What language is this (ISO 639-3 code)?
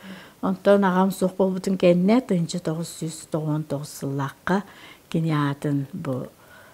sah